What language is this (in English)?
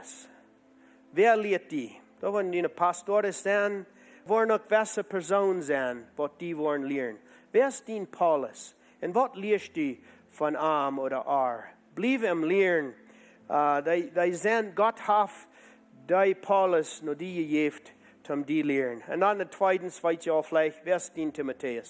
Plautdietsch